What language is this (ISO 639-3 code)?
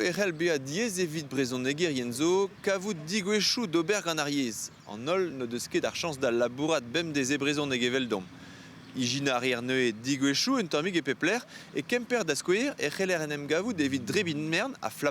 bre